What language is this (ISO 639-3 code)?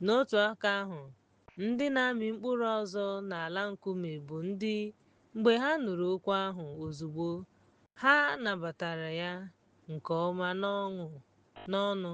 ibo